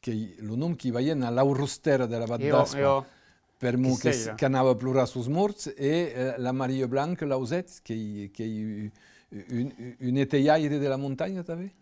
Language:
Occitan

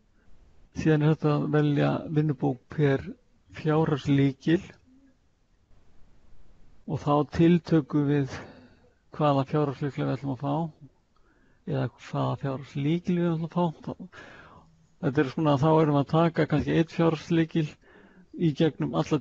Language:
Icelandic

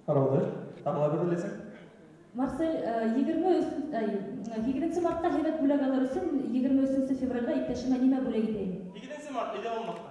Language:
Bashkir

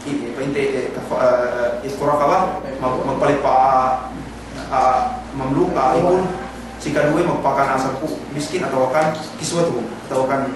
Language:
Yakan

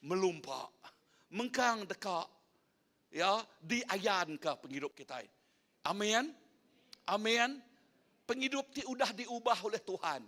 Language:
Iban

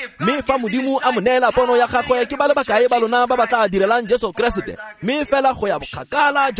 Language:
Tswana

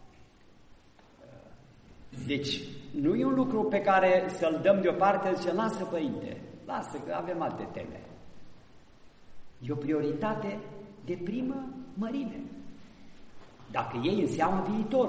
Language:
Romanian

